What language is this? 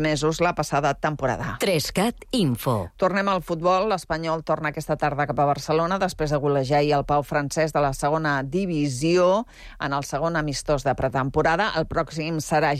Catalan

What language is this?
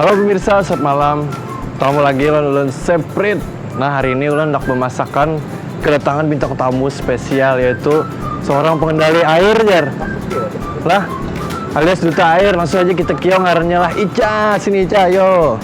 Banjar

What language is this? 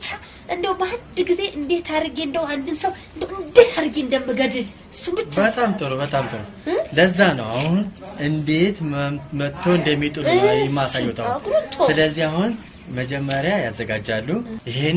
Amharic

